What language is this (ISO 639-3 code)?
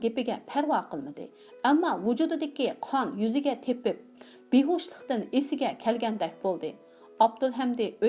uig